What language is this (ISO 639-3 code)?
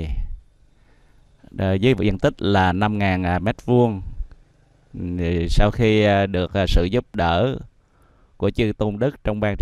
vie